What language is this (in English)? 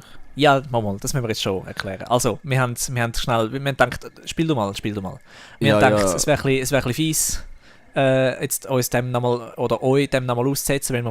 Swiss German